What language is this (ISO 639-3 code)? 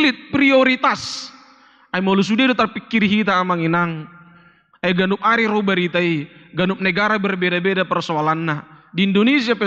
bbc